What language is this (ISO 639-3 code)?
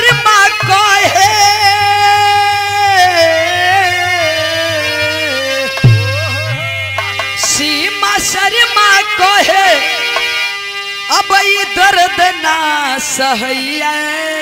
bho